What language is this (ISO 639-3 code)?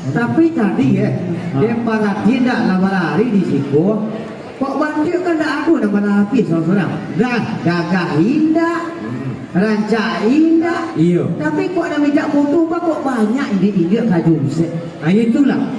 min